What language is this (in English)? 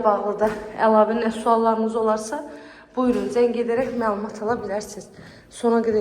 Azerbaijani